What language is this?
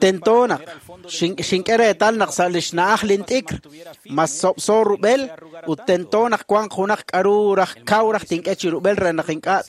Kekchí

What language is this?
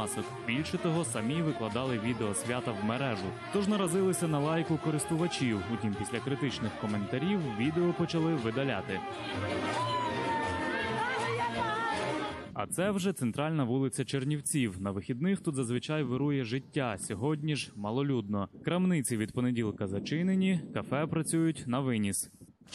Ukrainian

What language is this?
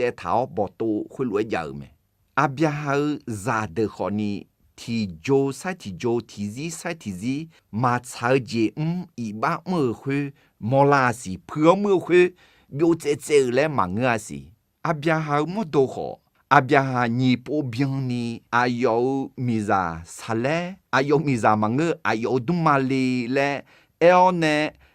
Akha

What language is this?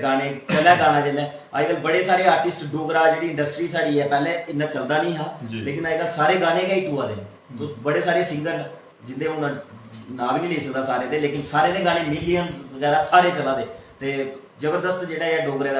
Dogri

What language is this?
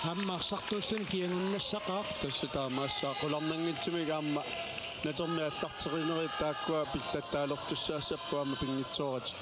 Kalaallisut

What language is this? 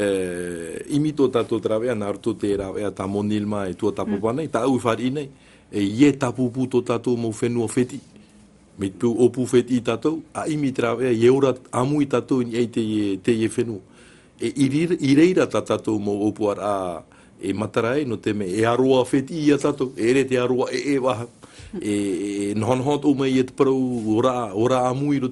Tahitian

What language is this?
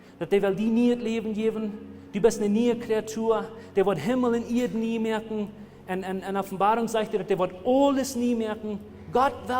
Plautdietsch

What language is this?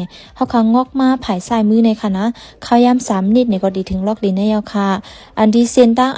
Shan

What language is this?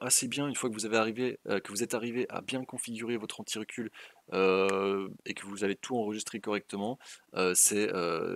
French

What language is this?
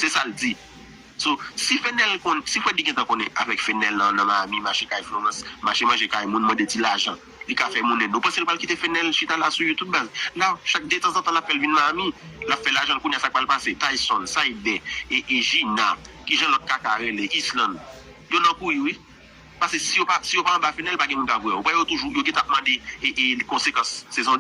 Haitian Creole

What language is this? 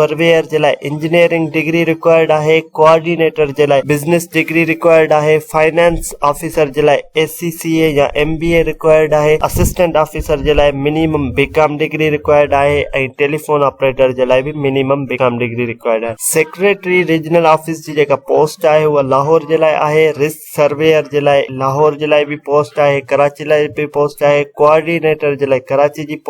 Sindhi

